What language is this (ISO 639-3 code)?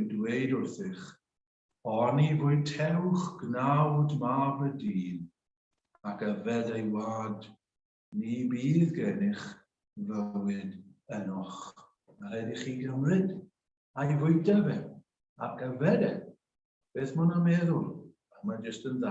cym